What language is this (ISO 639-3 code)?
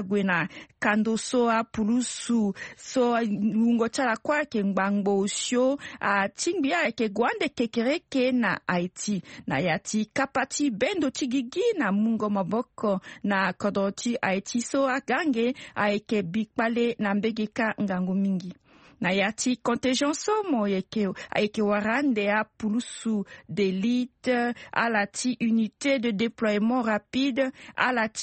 sag